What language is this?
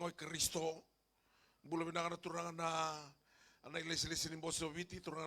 Fijian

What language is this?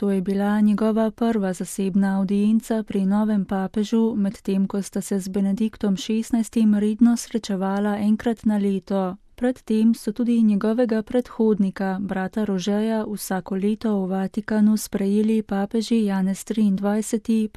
Slovenian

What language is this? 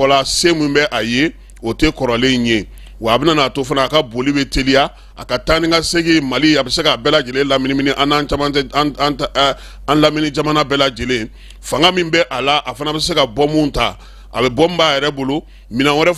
Bambara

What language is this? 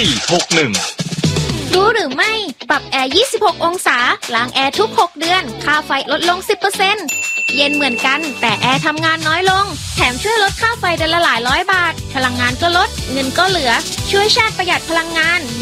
Thai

